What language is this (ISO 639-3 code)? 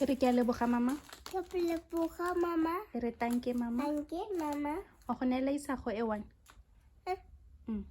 tsn